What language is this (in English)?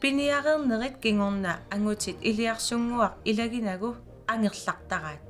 Kalaallisut